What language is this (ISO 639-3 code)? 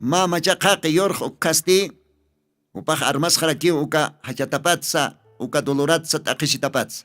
aym